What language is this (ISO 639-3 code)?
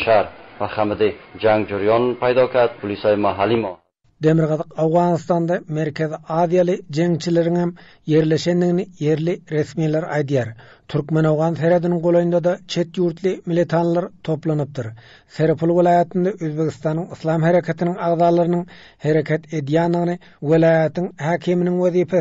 tuk